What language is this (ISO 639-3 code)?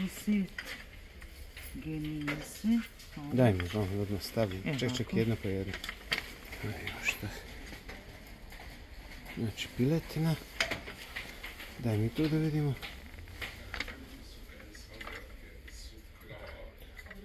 hrv